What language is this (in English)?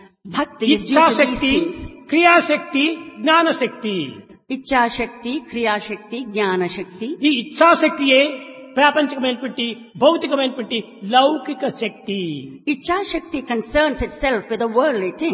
Telugu